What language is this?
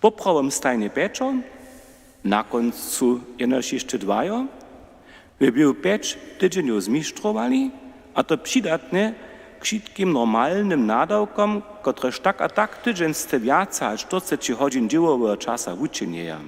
Upper Sorbian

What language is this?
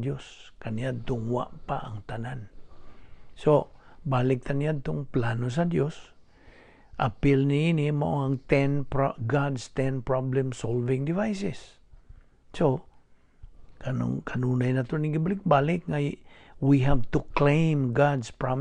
Cebuano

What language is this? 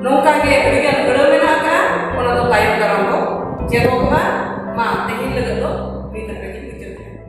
Santali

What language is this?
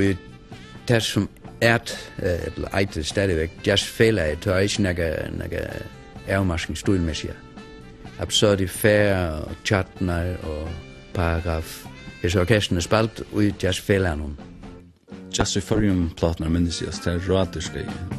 Faroese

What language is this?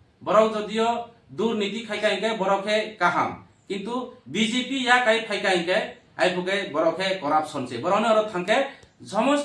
Kok Borok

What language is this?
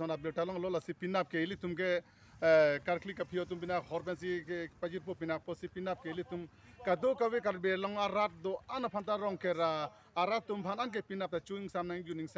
Karbi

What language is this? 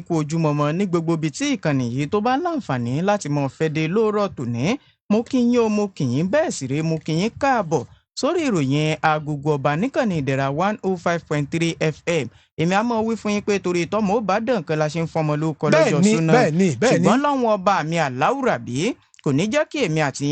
Yoruba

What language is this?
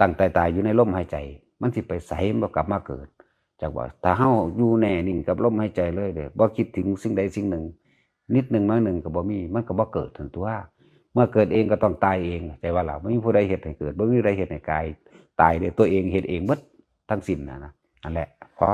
Lao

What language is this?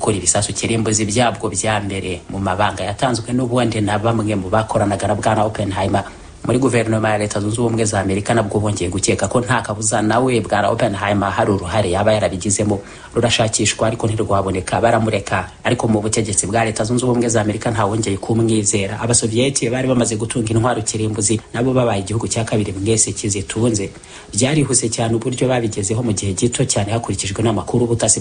Kinyarwanda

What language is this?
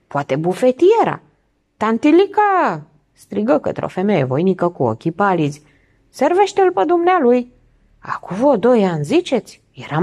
Romanian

